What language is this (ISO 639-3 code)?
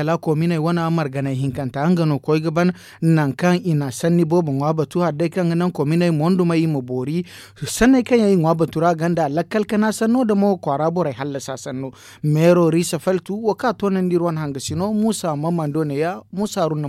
dje